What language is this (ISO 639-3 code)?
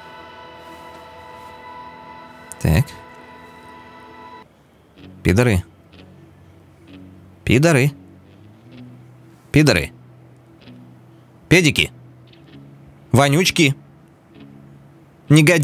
rus